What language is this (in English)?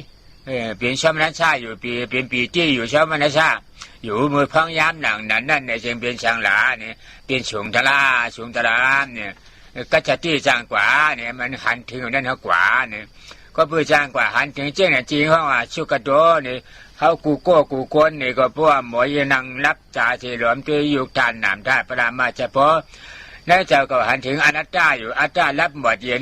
Shan